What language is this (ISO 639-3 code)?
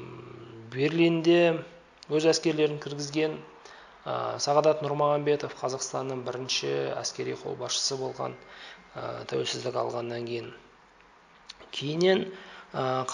kaz